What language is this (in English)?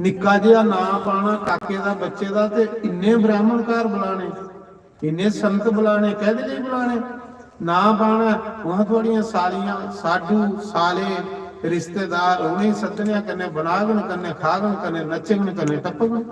Dogri